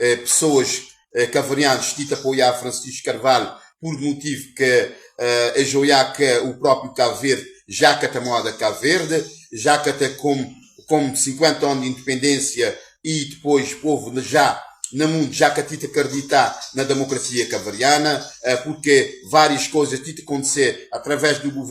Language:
Kabuverdianu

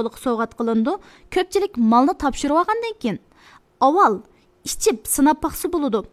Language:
Uyghur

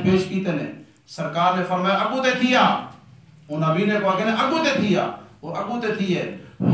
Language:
Saraiki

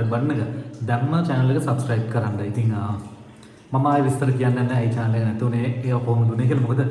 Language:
Sinhala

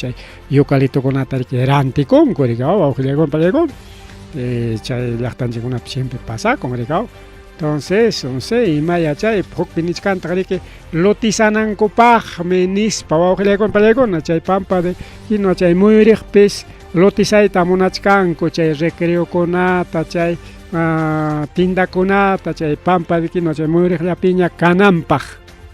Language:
Ayacucho Quechua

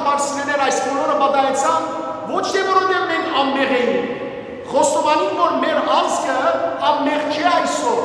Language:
Western Armenian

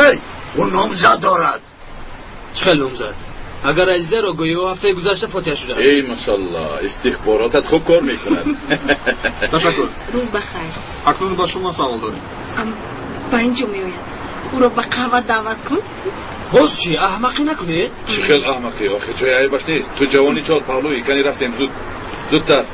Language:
Tajik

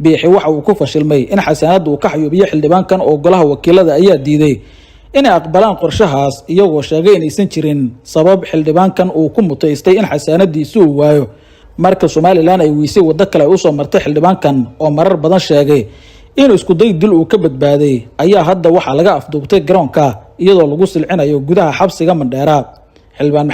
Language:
Somali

